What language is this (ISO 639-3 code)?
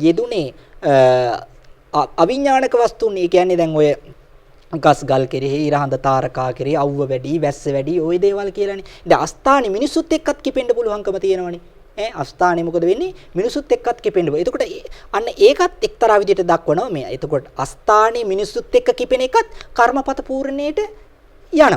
sin